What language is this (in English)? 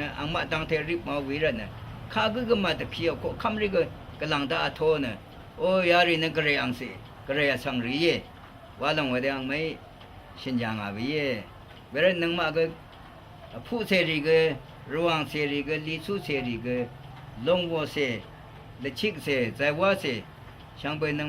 Rawang